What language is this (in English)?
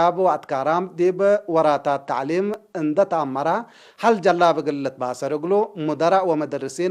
Tigre